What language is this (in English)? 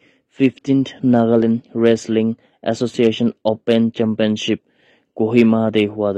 Naga Pidgin